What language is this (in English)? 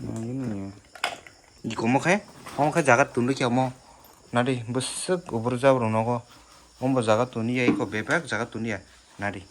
Kok Borok